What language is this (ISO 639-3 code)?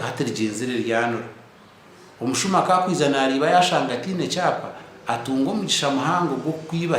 nyn